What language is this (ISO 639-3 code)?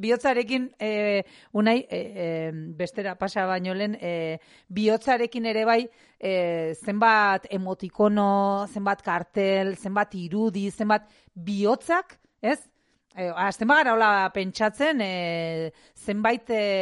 eus